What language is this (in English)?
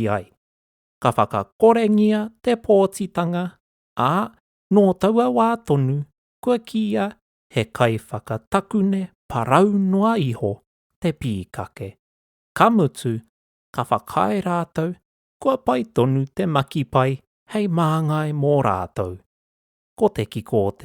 Māori